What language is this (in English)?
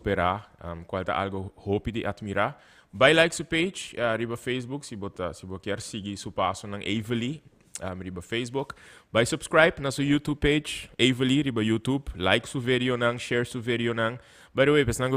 Papiamento